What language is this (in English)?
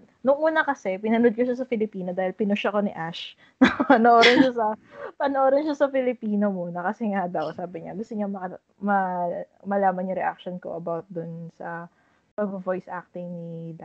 Filipino